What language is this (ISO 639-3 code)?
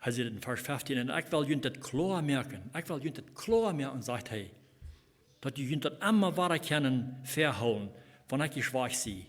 pdt